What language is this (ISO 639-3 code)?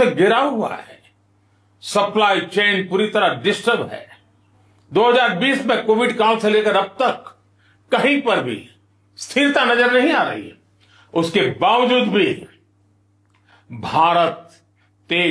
hin